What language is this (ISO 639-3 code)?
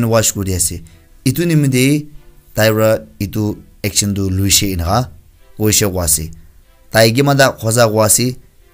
nag